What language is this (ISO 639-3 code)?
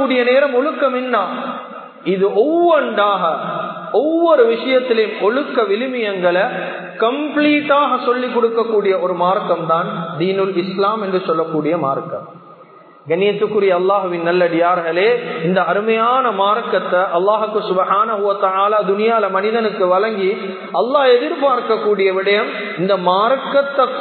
tam